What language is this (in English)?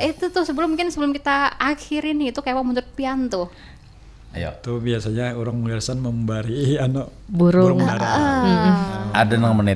Banjar